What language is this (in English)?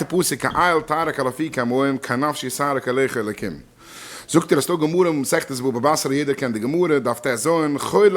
Yiddish